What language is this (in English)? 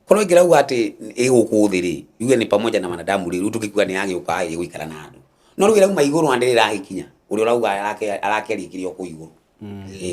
Kikuyu